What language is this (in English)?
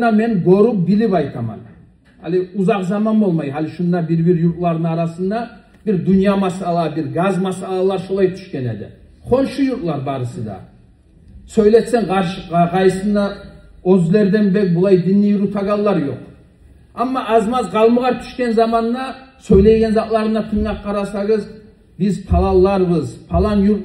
Kumyk